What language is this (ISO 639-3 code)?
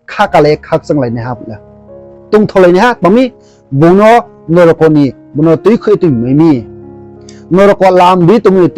ria